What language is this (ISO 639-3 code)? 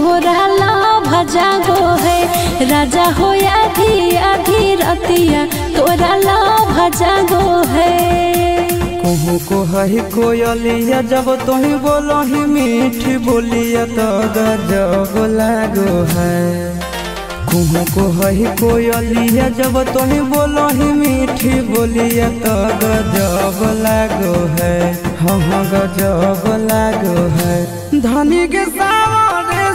mag